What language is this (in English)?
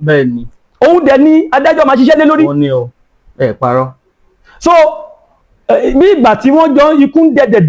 Yoruba